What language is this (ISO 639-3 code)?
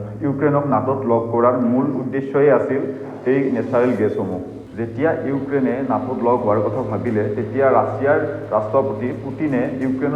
asm